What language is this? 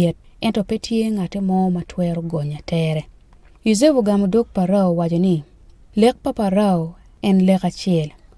Acoli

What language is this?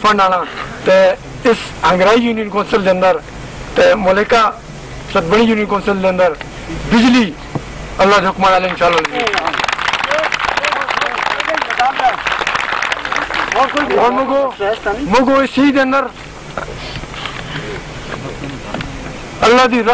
Urdu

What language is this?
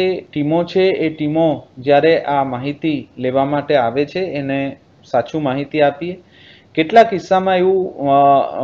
Gujarati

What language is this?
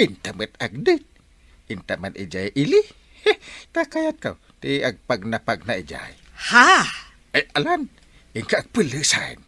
Iloko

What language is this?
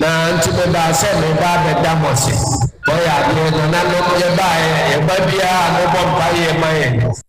Akan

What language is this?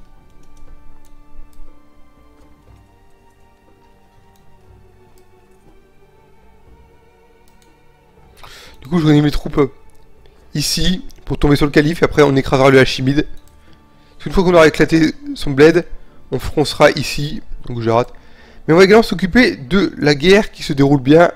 French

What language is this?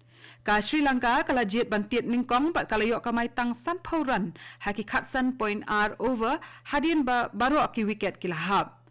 Khasi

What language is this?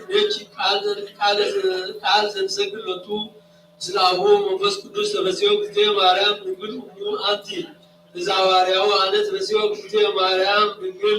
Geez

